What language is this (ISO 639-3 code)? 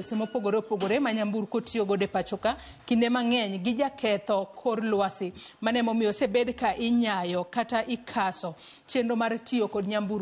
luo